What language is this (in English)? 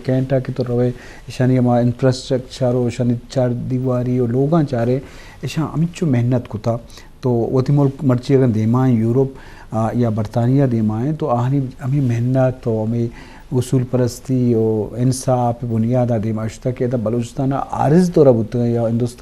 Eastern Balochi